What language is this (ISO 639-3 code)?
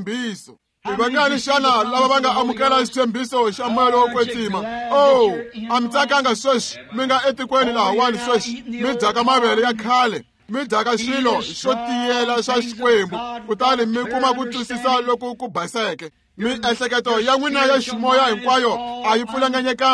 tso